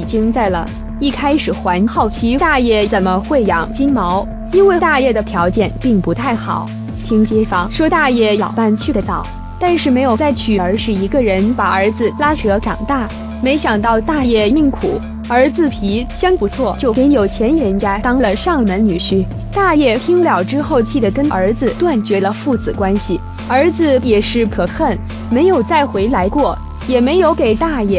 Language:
Chinese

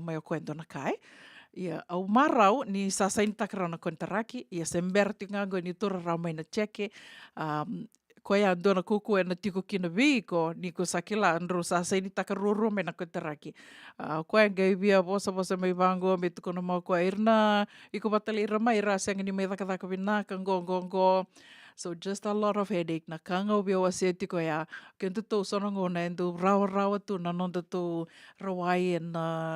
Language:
Fijian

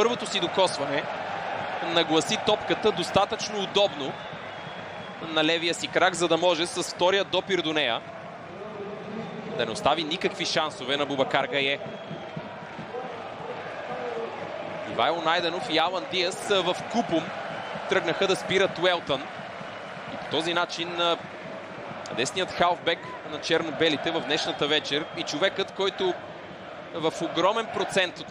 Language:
Bulgarian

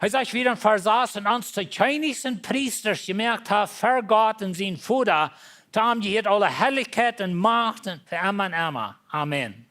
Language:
Plautdietsch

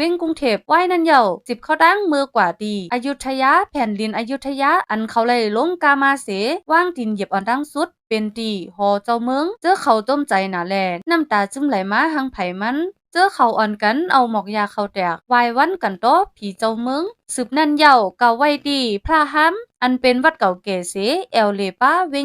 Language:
Shan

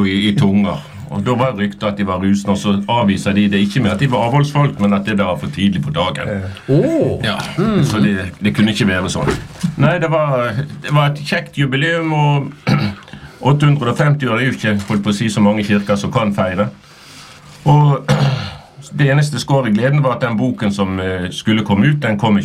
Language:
Norwegian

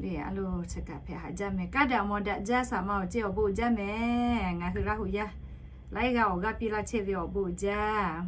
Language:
Lahu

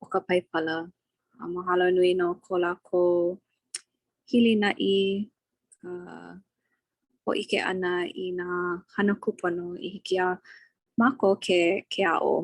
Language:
Hawaiian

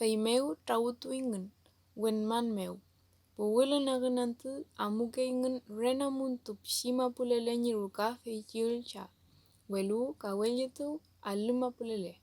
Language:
Mapuche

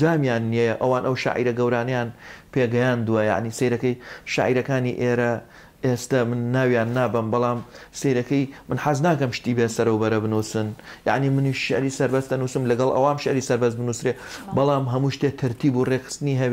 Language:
Central Kurdish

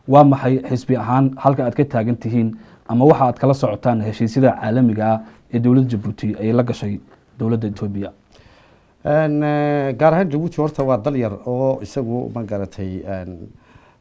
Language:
Somali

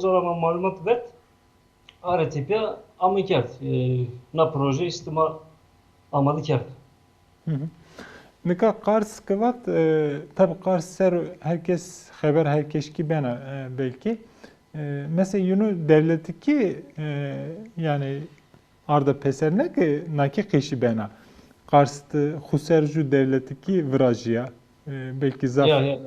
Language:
Zaza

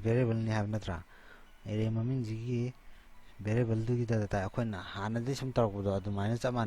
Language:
Manipuri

